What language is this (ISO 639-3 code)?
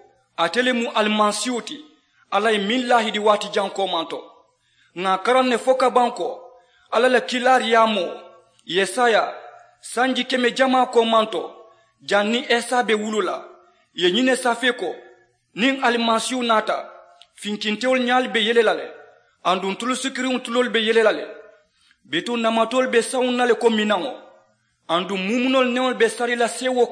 man